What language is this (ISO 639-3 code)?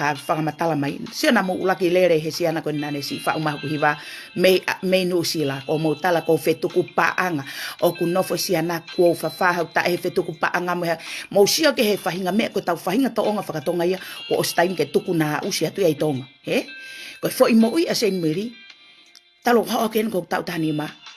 ton